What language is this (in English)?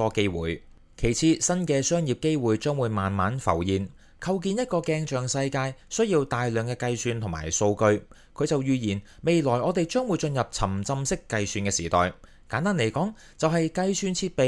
Cantonese